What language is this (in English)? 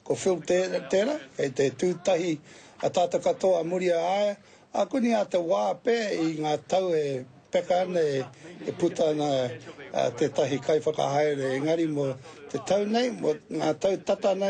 Māori